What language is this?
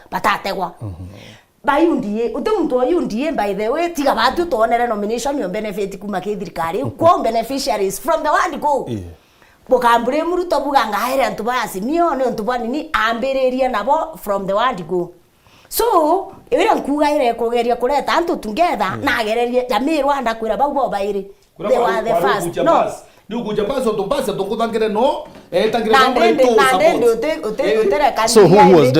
Meru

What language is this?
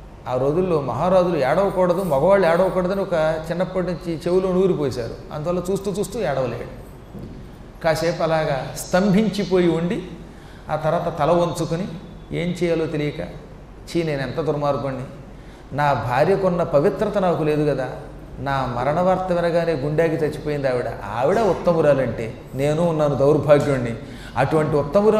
Telugu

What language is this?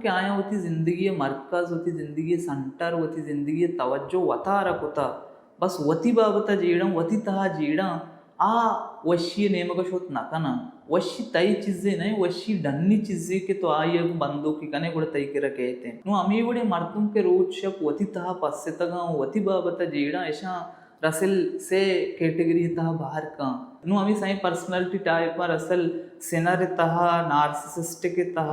Baluchi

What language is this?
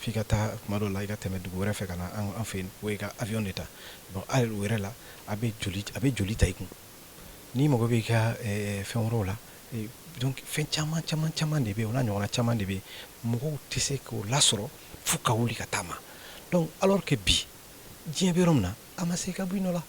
Bambara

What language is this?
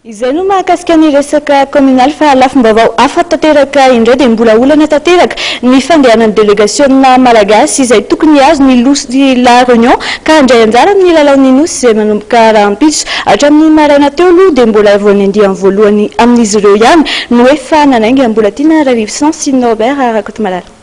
Malagasy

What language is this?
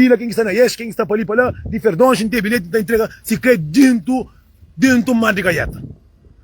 Kabuverdianu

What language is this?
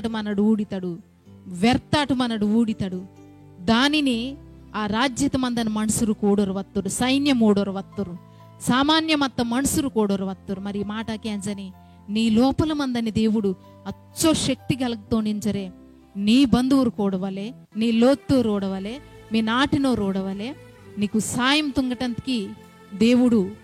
Koya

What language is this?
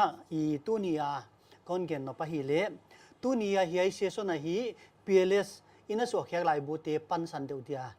Paite Chin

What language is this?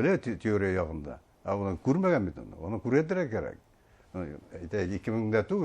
Bashkir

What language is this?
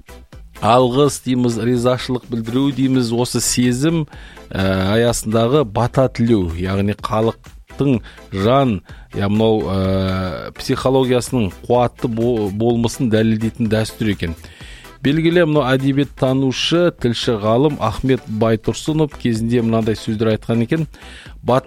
Kazakh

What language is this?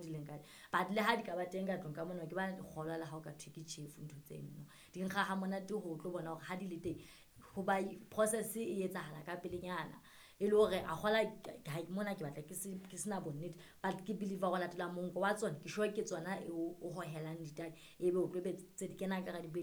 Southern Sotho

